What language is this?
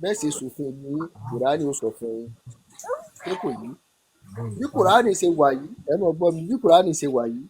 Yoruba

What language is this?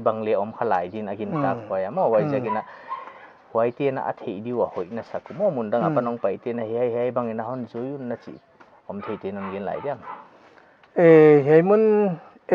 Paite Chin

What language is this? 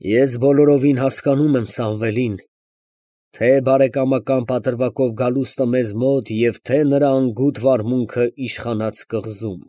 Armenian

